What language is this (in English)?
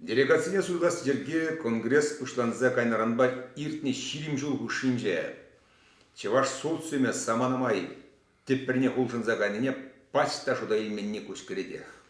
Chuvash